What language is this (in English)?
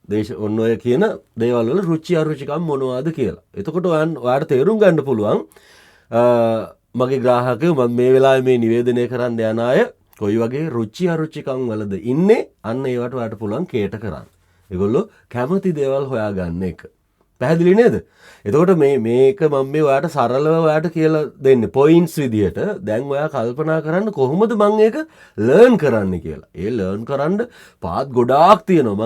Sinhala